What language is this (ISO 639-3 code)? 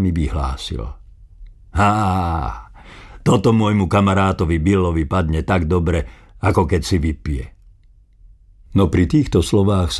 slk